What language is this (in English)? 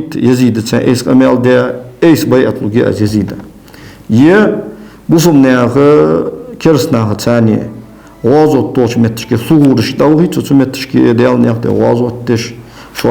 Ingush